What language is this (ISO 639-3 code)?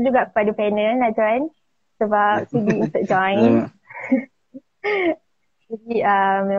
msa